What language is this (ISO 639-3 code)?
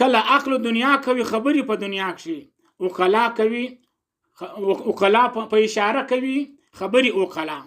pus